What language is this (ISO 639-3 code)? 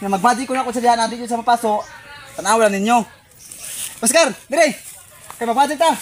ceb